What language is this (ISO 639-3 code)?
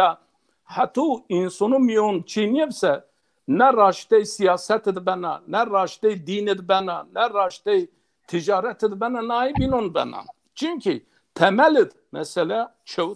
zza